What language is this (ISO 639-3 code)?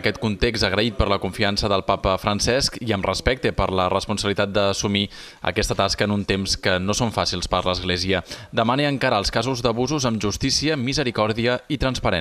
cat